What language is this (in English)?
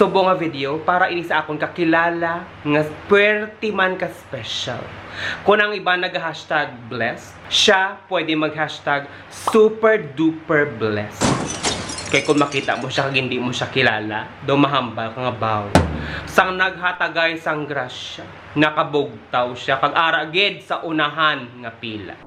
Hiligaynon